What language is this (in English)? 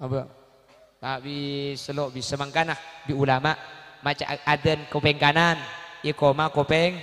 Madurese